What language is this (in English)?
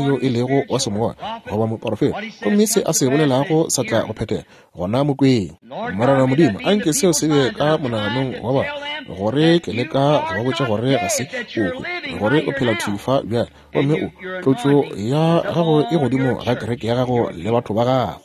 Northern Sotho